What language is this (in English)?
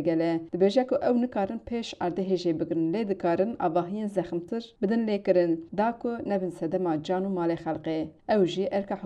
Kurdish